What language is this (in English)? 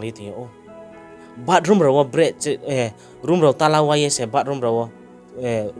Riang (India)